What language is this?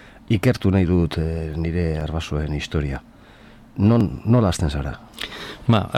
Basque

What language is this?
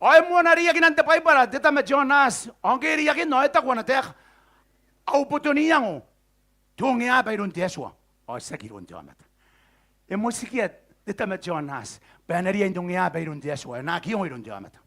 Gilbertese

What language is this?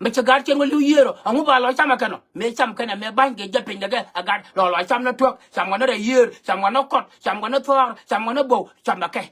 Nuer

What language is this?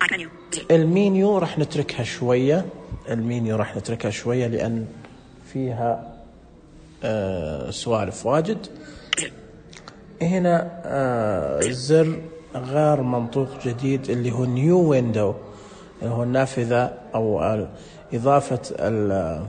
Najdi Arabic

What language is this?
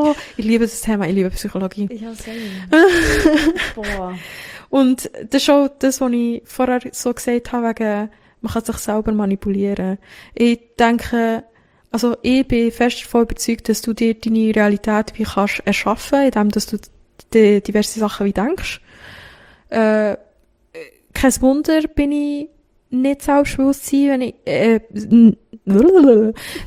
German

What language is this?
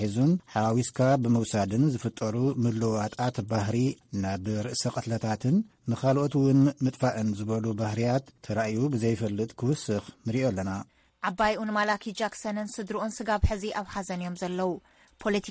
Tigrinya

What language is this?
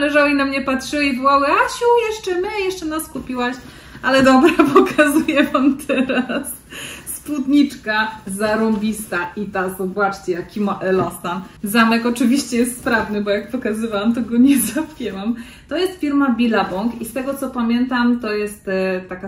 Polish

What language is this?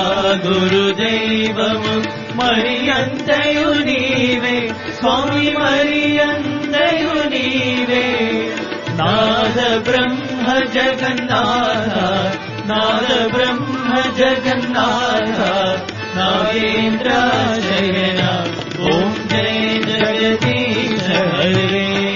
Telugu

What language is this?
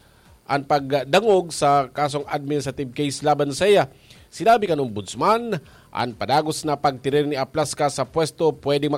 Bikol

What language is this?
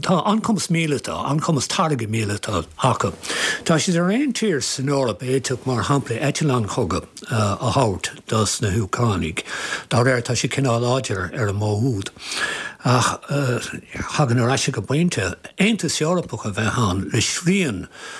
Irish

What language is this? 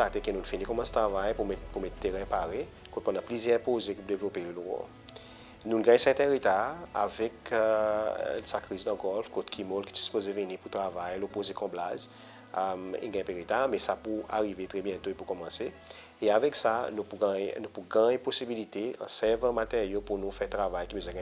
Seselwa Creole French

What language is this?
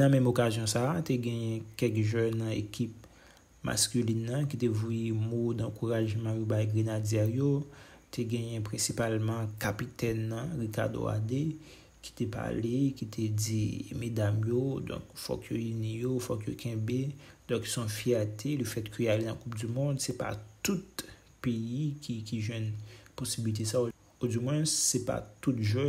Haitian Creole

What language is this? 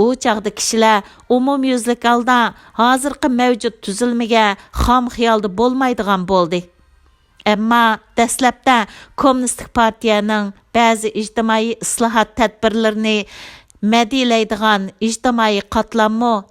Uyghur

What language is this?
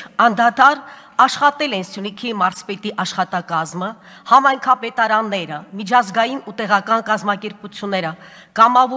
Armenian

